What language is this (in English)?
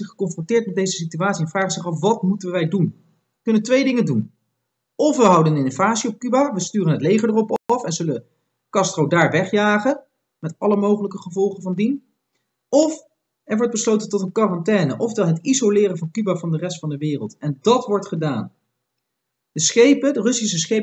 Dutch